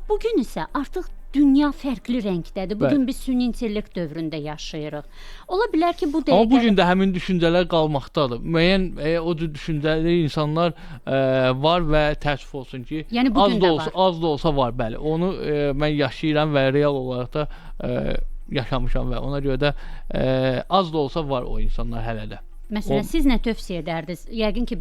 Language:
Azerbaijani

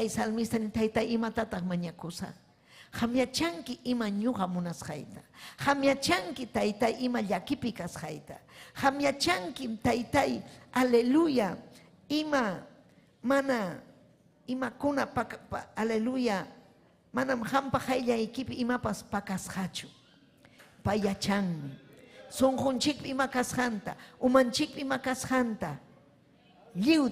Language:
Ayacucho Quechua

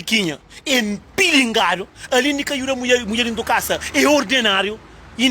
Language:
Kabuverdianu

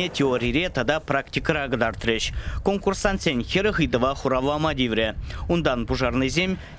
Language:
Chuvash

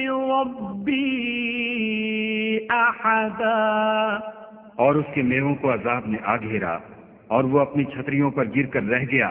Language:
Urdu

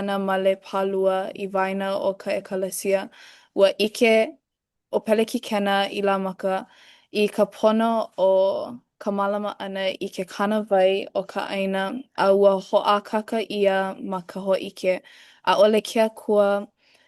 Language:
Hawaiian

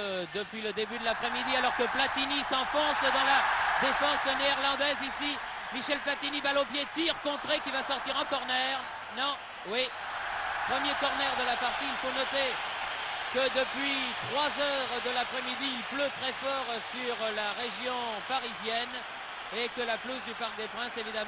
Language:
French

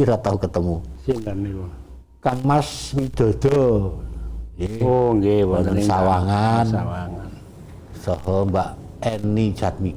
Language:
Javanese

